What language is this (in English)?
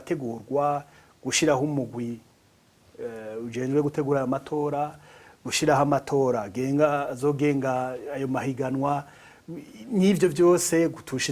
Rundi